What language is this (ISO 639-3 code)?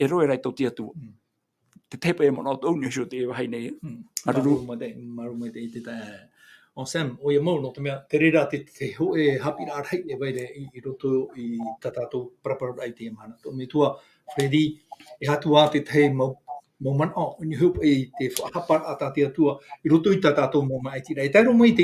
tah